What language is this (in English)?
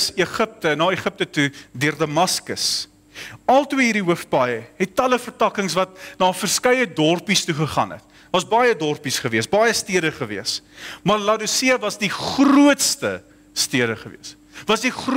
Afrikaans